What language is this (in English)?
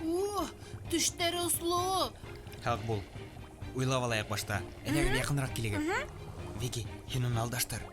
Bashkir